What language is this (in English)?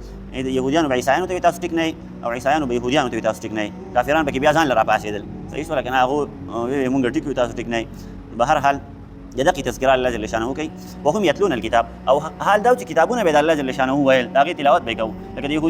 Pashto